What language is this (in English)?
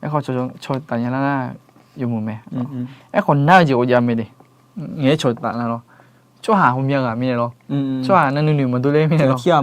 Akha